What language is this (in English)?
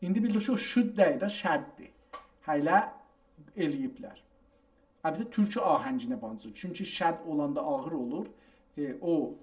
South Azerbaijani